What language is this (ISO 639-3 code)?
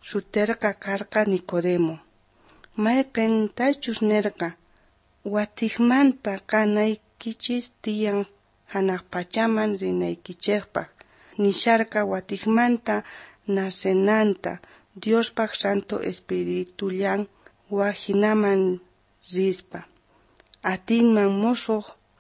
quh